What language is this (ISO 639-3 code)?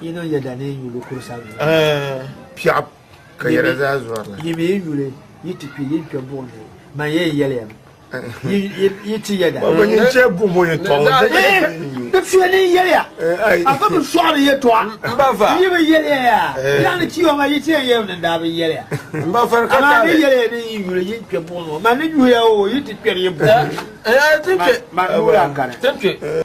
dag